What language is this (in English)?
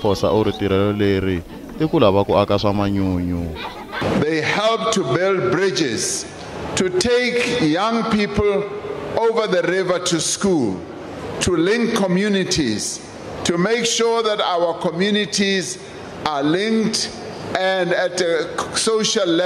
Tsonga